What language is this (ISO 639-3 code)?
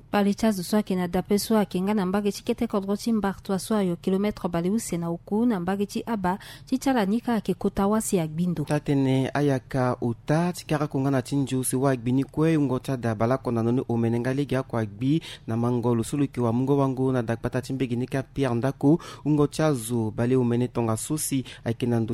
sag